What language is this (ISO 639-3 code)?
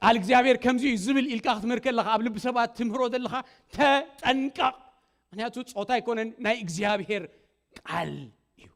tir